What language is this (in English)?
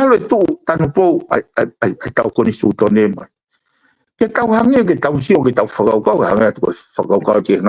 Tongan